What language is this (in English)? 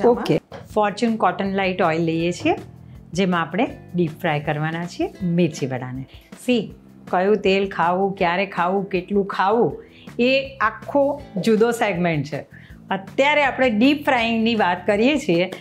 Gujarati